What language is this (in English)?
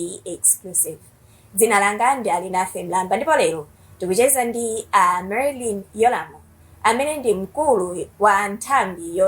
Nyanja